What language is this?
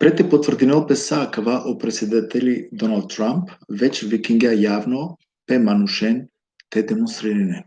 Balkan Romani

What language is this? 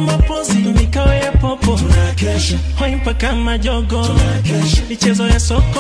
Swahili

